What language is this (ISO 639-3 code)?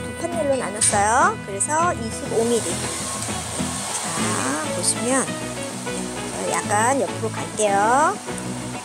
kor